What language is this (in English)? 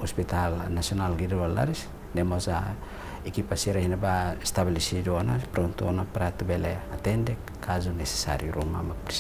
Tetum